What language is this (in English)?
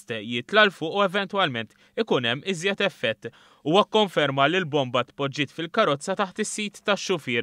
Maltese